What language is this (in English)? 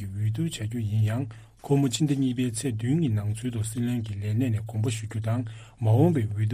Tibetan